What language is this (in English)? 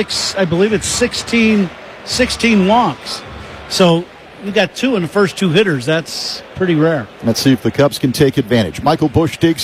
English